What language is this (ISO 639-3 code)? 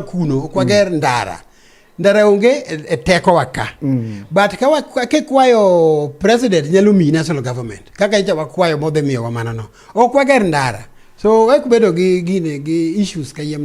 luo